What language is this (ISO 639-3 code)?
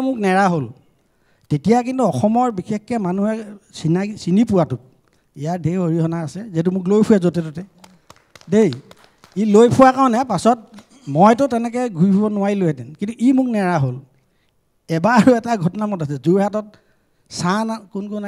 asm